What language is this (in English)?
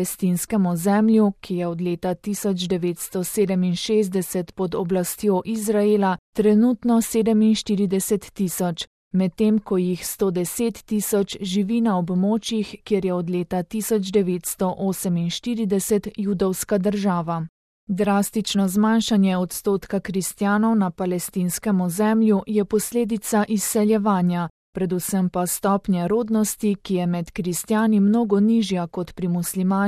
Slovenian